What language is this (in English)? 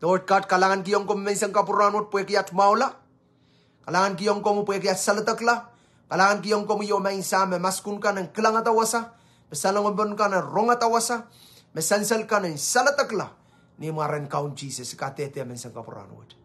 Pohnpeian